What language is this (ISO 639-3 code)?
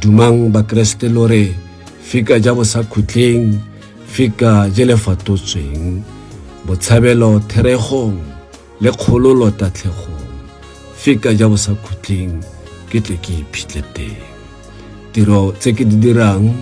tsn